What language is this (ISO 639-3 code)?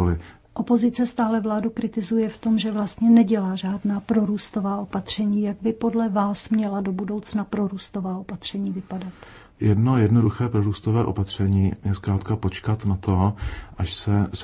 ces